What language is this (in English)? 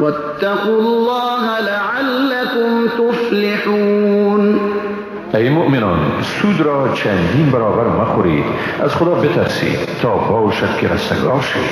Persian